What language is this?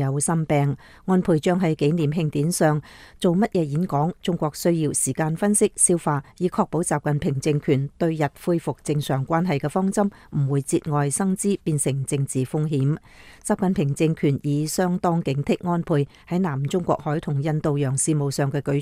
Cantonese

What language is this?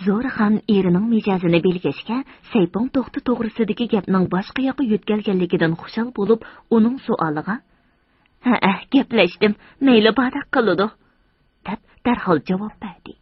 Uyghur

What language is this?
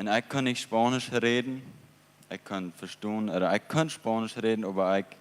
Plautdietsch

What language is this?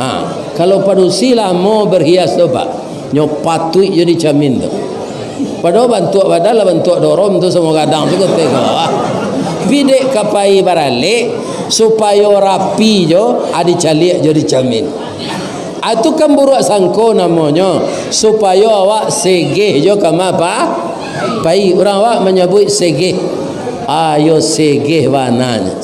Minangkabau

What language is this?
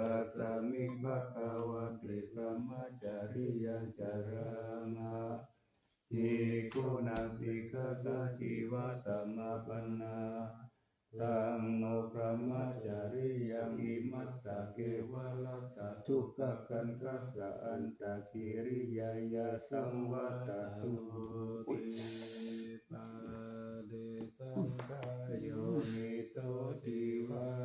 Pali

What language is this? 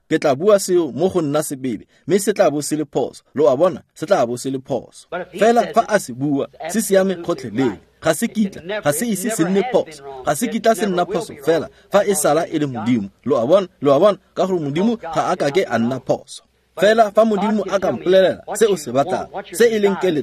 Tswana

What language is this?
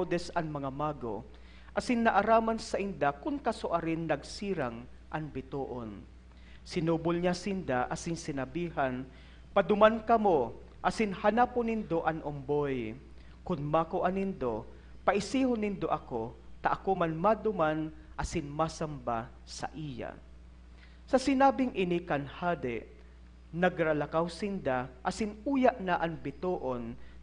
Bikol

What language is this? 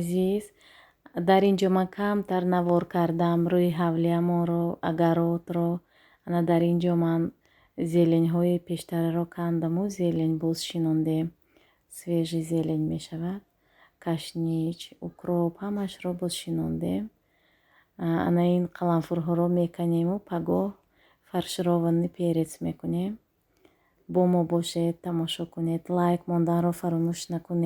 Tajik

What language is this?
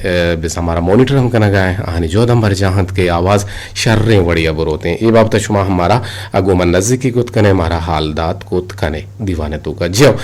Eastern Balochi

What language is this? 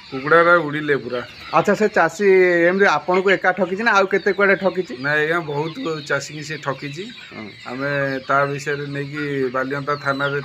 Odia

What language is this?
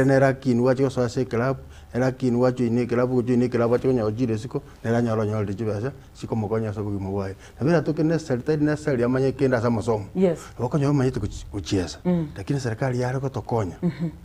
Gusii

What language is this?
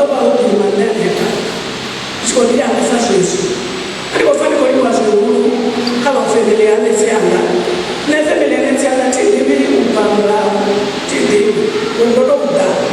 Venda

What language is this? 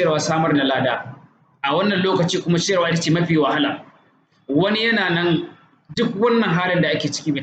Hausa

